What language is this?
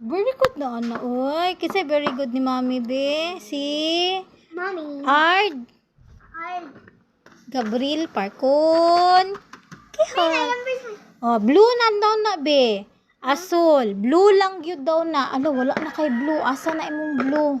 Cebuano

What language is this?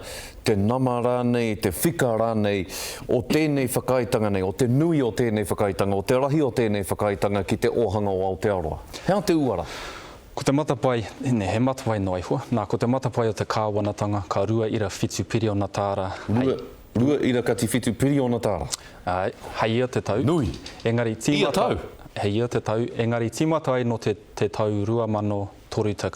Māori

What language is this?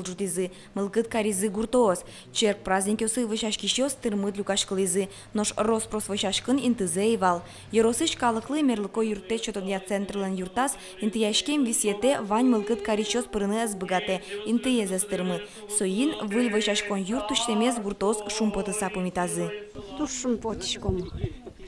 Udmurt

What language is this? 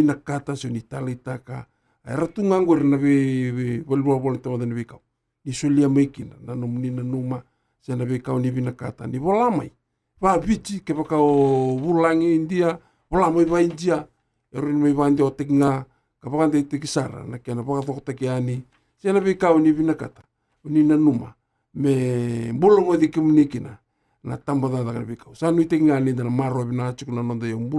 Fijian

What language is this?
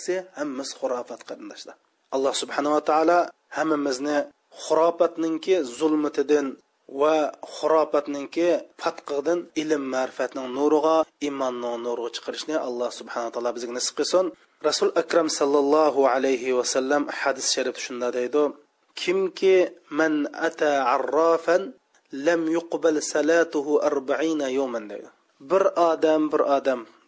Uyghur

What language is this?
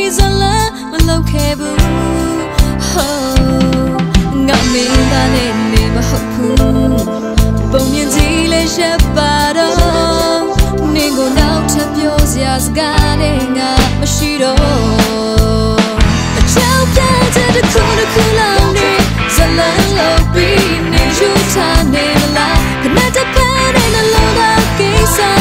Burmese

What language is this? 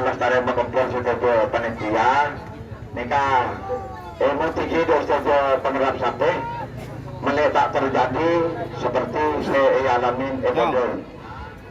Madurese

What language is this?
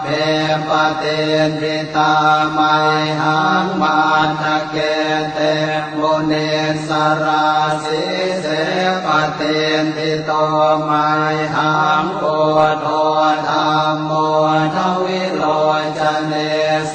Pali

